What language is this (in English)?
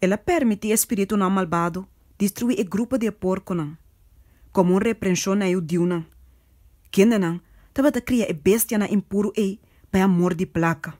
Papiamento